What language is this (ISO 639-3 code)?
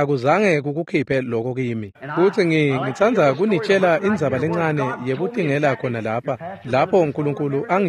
ssw